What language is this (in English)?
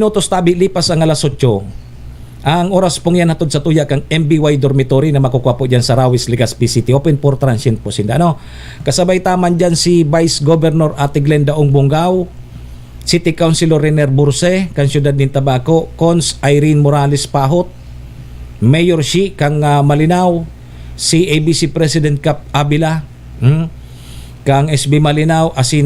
Bikol